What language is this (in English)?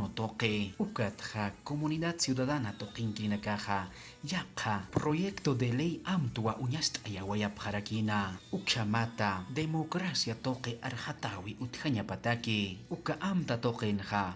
Aymara